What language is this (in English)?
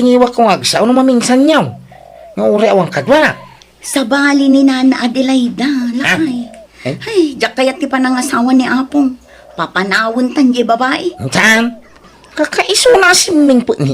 Iloko